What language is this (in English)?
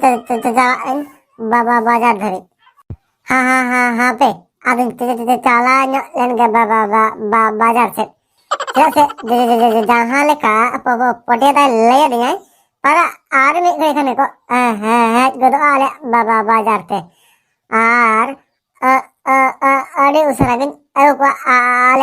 Santali